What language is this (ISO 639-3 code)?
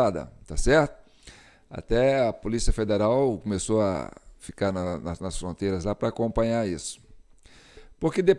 por